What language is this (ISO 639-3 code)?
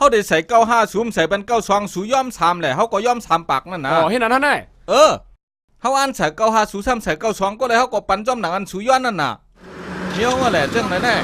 shn